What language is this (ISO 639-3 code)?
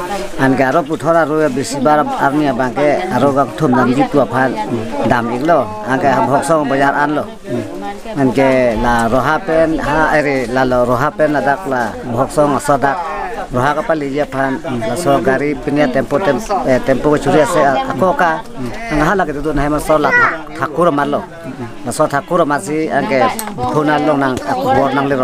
mjw